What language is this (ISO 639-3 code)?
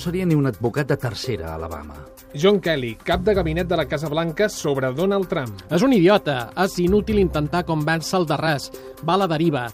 cat